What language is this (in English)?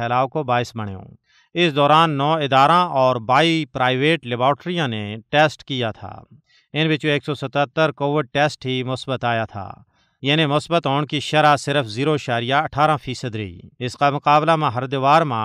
Gujari